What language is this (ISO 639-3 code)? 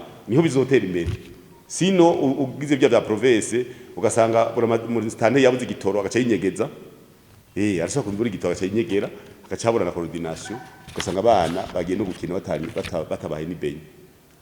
run